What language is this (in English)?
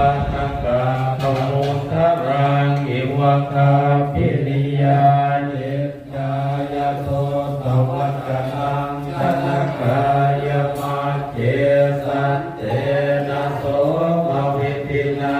Pali